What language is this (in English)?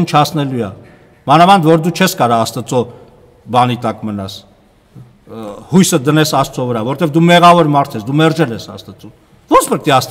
Armenian